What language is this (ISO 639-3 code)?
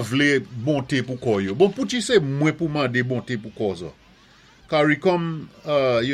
acf